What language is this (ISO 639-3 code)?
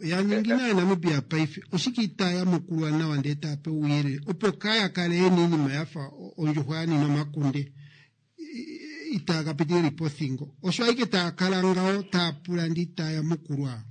kua